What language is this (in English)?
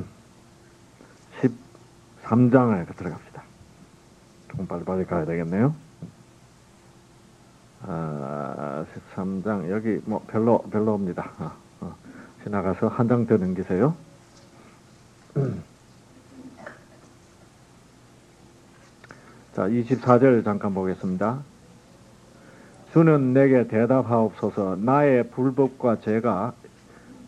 Korean